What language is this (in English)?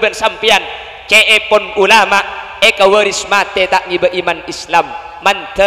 Madurese